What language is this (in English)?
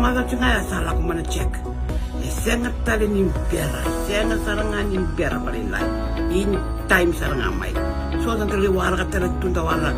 Fijian